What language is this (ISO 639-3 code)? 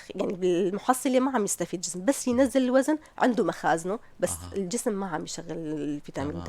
apc